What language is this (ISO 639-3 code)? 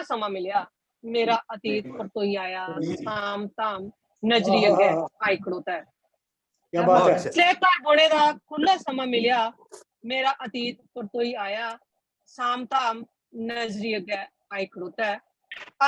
doi